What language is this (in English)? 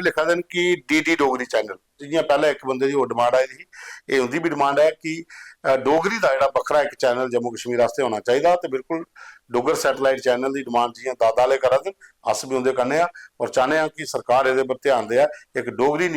Dogri